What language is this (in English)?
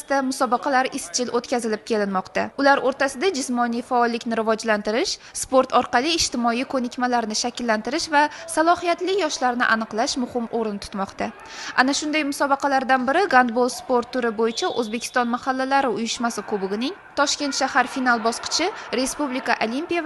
Uzbek